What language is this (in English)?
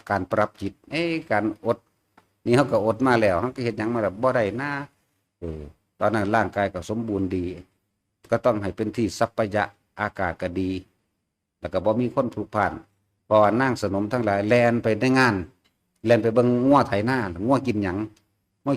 Northeastern Thai